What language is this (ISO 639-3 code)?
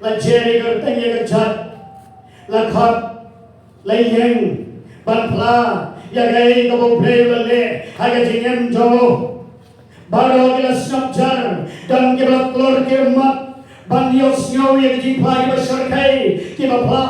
kha